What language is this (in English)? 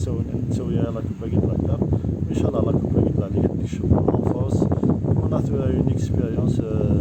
Kabyle